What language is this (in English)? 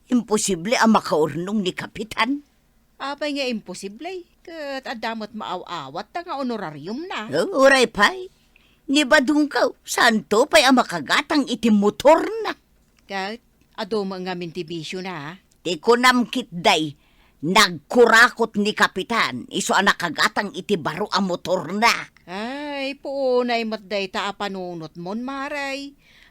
Iloko